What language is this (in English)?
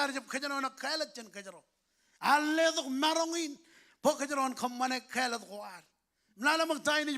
Marshallese